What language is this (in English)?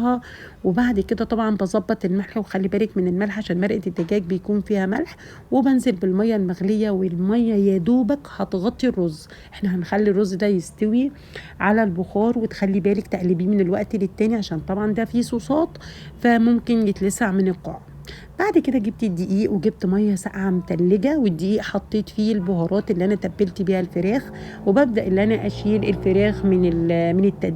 Egyptian Arabic